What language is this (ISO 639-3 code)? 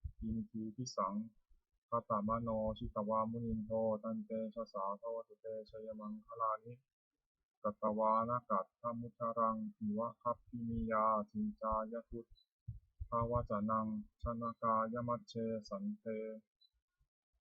pli